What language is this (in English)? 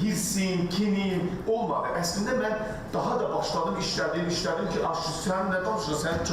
Azerbaijani